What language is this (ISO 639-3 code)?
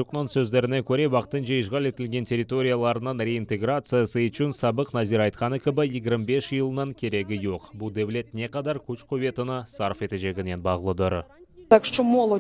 crh